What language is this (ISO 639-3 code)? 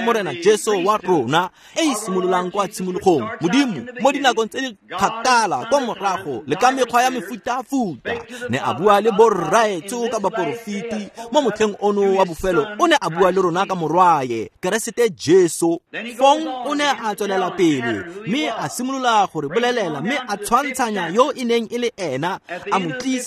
tsn